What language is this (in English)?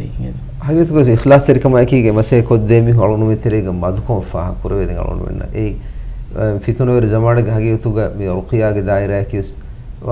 Divehi